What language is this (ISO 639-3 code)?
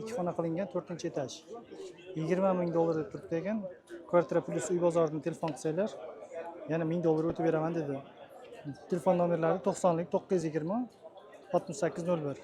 uzb